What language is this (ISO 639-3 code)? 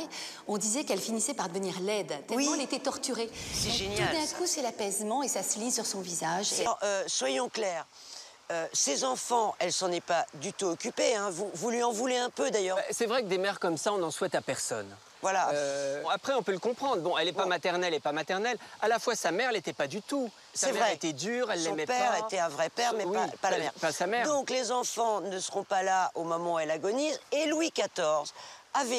fra